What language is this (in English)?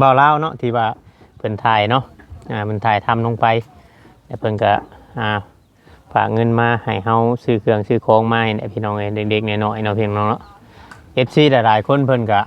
Lao